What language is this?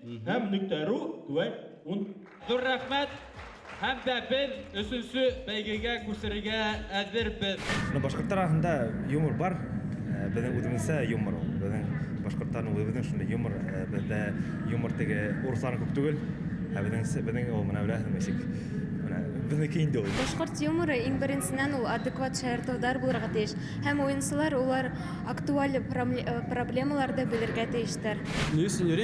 Bashkir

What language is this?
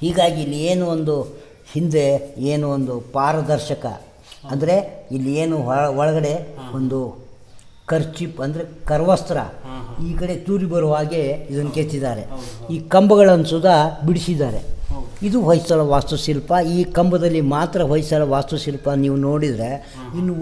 Kannada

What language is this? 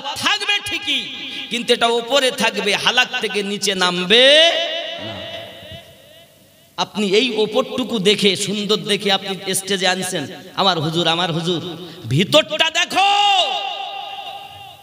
Bangla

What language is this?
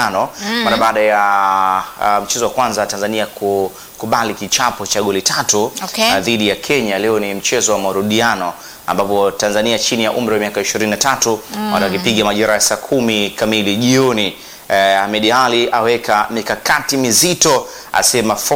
Swahili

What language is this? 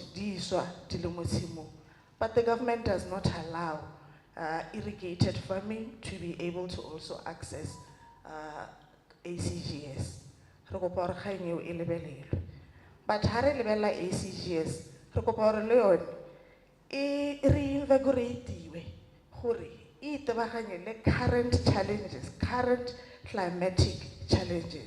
Tswana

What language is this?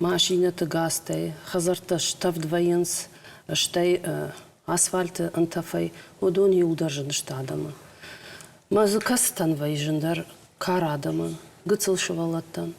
Ossetic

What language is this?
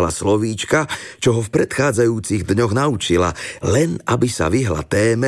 Slovak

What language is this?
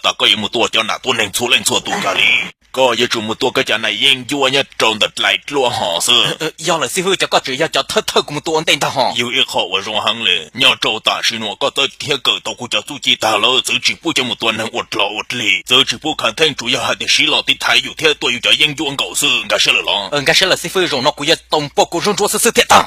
Hmong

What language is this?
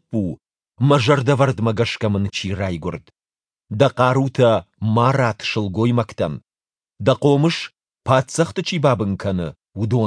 Ossetic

